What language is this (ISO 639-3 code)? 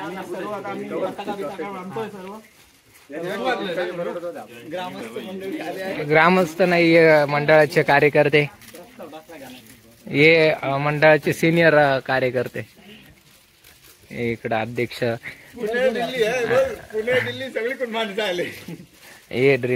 mar